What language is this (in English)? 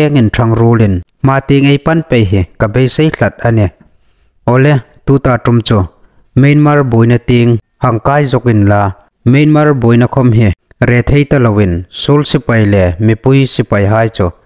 Hmar